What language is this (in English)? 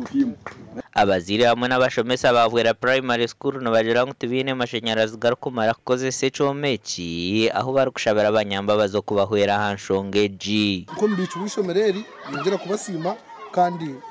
Nyankole